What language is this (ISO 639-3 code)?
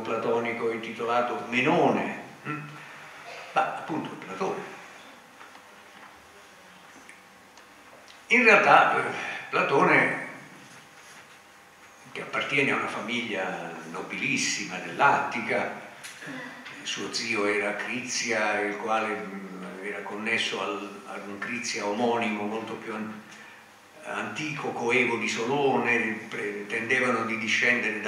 ita